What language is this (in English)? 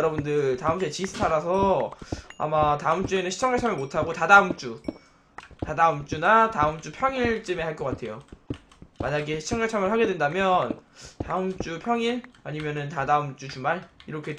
Korean